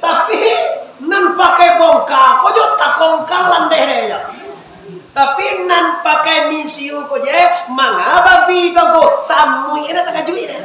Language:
Minangkabau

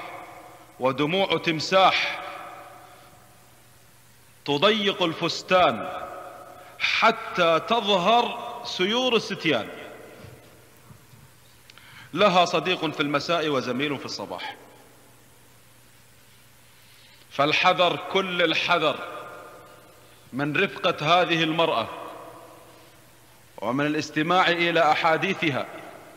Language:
Arabic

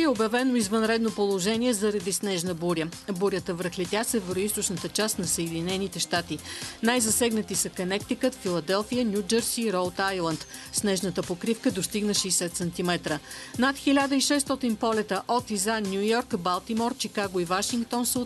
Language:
Bulgarian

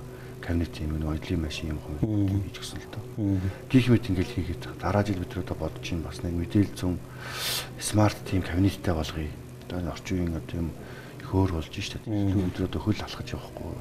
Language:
Mongolian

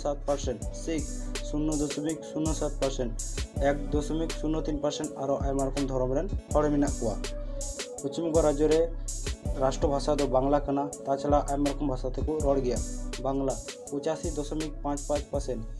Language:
Santali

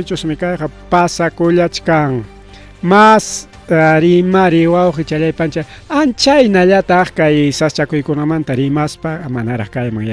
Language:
Ayacucho Quechua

